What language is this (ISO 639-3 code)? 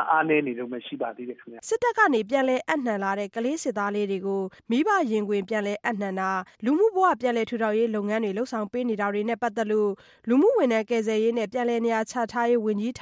mya